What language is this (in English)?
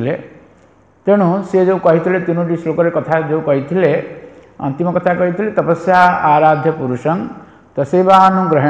Odia